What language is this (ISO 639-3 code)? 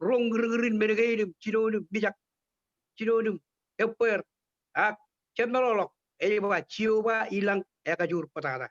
mah